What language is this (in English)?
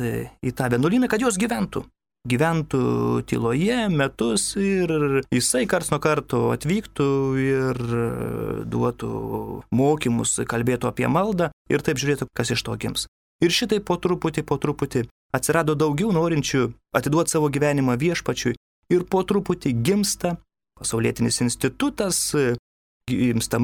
Lithuanian